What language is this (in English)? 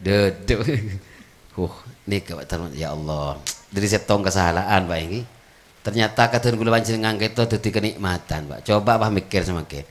Madurese